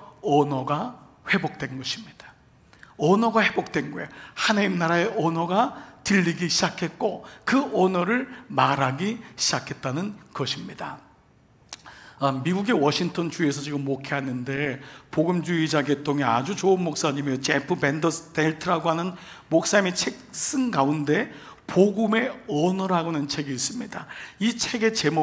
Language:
Korean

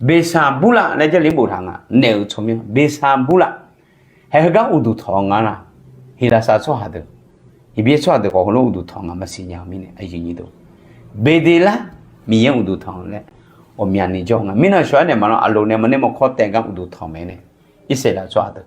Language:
Akha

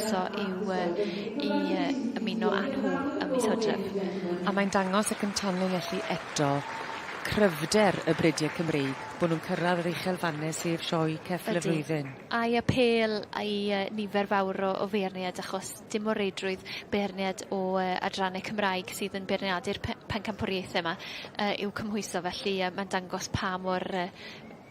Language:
Welsh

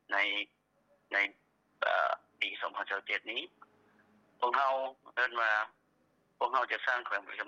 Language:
Lao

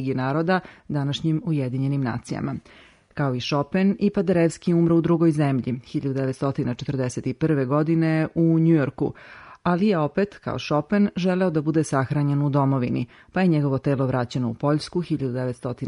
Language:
Serbian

